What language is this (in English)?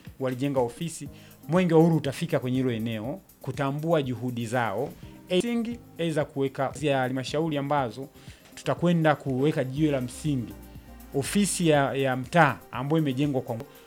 Swahili